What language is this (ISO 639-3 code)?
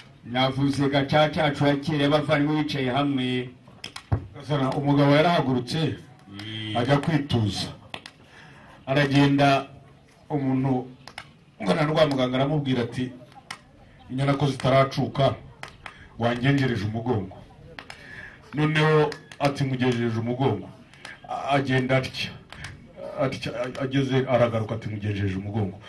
kin